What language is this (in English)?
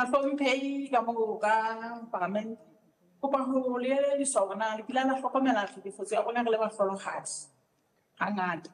Southern Sotho